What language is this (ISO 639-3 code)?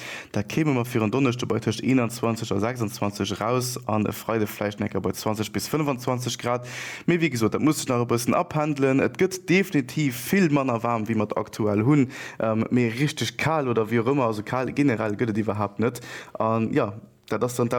ltz